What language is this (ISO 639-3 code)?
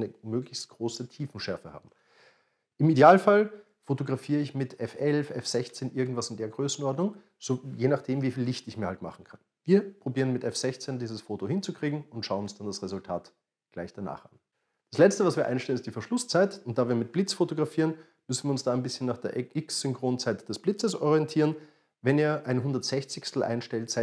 deu